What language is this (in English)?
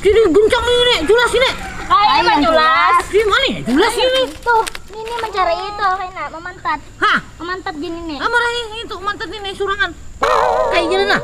Banjar